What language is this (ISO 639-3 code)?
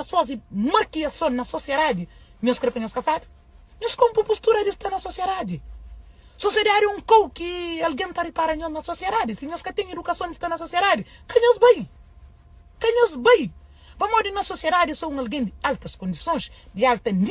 kea